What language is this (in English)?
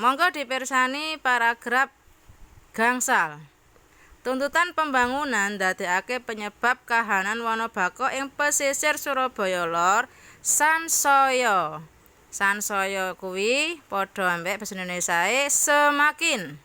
Javanese